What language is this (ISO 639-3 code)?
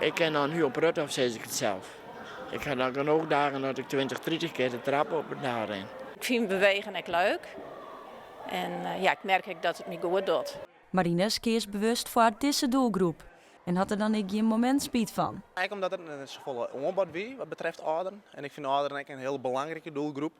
fry